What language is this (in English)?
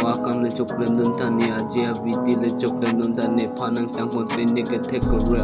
Karbi